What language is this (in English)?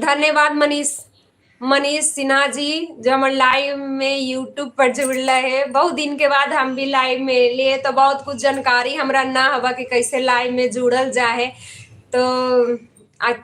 Magahi